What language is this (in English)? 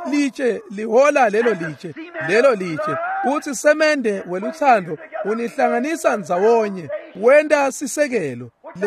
Swati